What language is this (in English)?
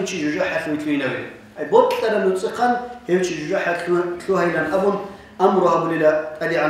Avaric